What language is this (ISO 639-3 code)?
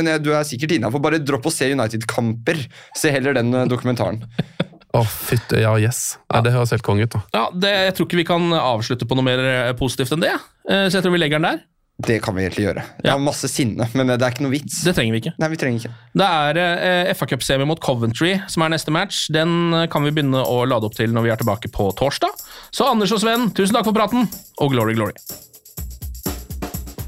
nor